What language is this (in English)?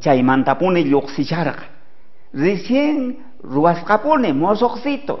South Bolivian Quechua